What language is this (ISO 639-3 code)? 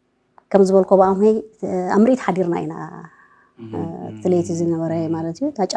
tir